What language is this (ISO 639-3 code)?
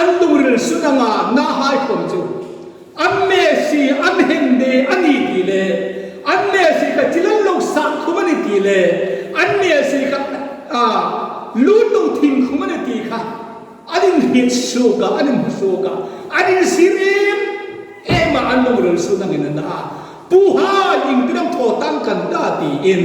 hmr